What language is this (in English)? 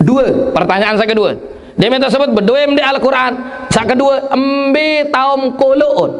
Sasak